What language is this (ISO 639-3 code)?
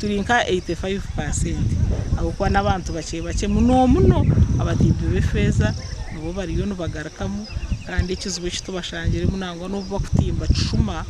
nyn